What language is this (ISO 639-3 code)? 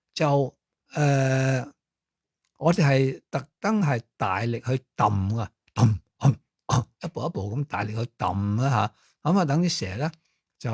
yue